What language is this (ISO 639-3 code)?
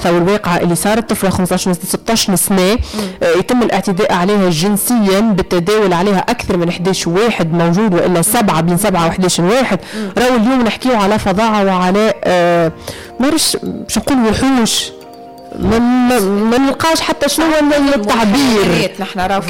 aeb